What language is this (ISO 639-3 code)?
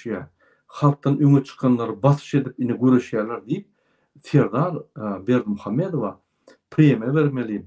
tuk